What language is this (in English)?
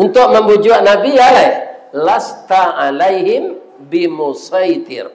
Minangkabau